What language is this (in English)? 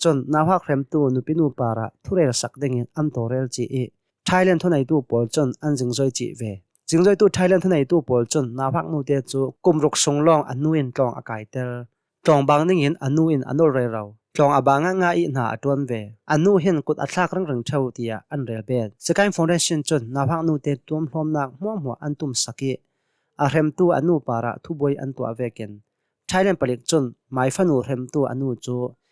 Hakha Chin